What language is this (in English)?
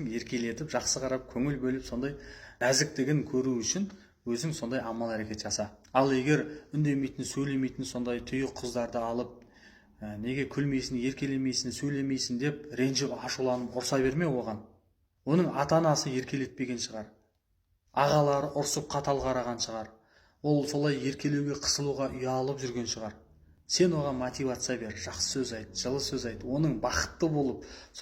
Kazakh